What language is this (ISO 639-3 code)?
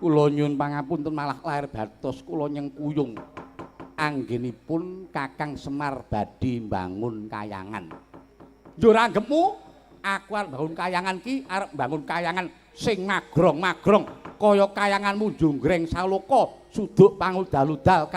jav